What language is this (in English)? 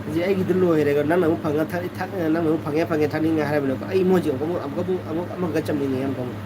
Manipuri